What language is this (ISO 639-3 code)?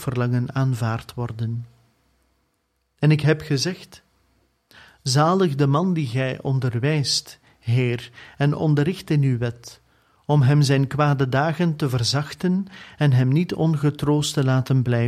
nld